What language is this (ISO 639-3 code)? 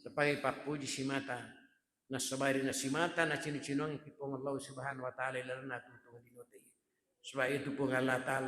bug